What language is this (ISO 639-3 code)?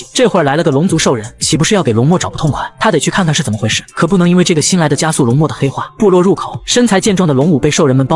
zho